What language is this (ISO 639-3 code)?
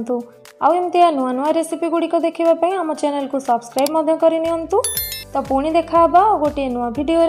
ori